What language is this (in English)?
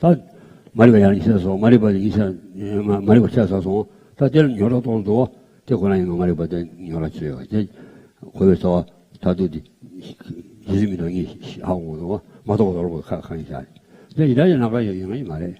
Tibetan